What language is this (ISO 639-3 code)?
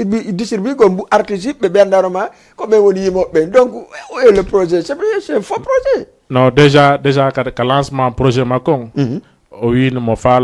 ful